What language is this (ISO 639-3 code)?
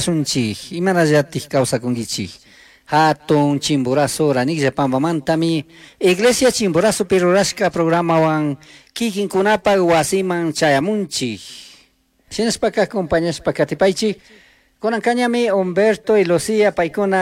qug